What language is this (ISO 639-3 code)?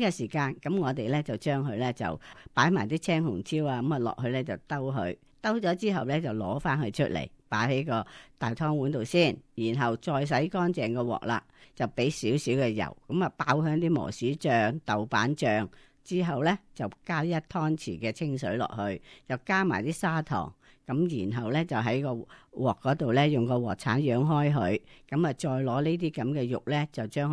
yue